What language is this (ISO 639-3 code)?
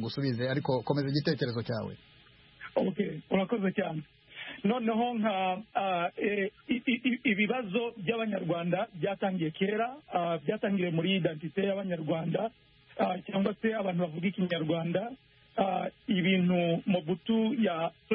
kin